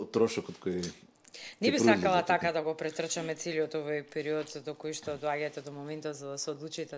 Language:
Macedonian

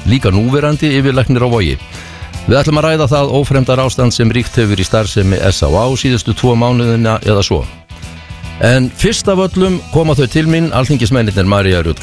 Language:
Icelandic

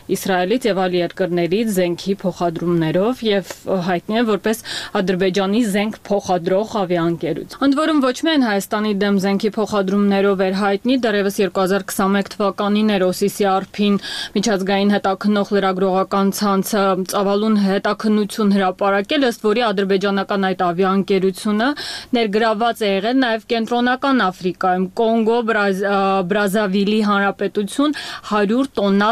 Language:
Armenian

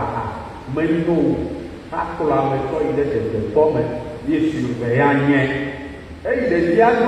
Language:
Ewe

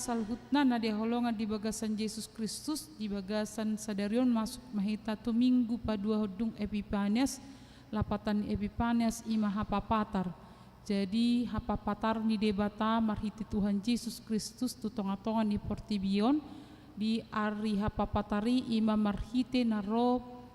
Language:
Batak Toba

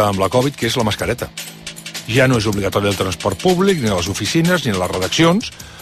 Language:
Catalan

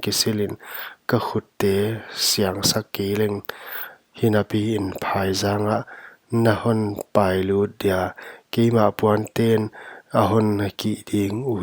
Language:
Paite Chin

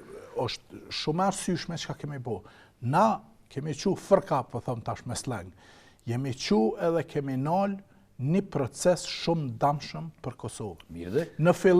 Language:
Albanian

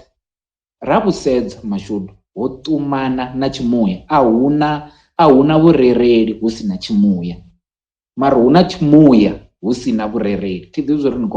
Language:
Venda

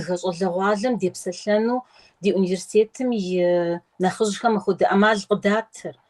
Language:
Kabardian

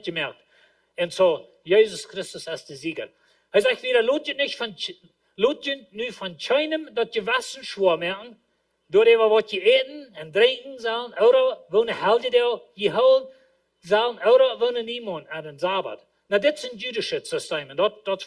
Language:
Plautdietsch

